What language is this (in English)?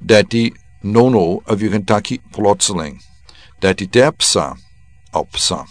Sranan Tongo